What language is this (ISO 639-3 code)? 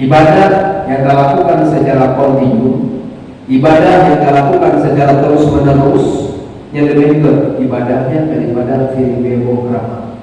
ace